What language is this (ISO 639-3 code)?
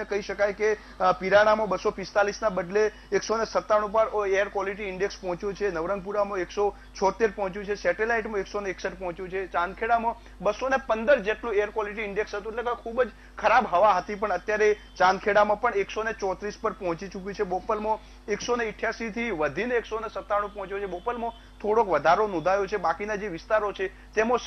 guj